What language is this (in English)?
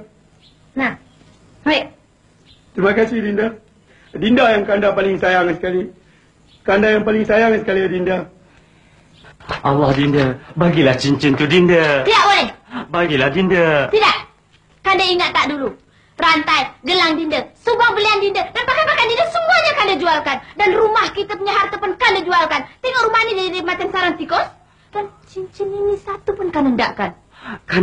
Malay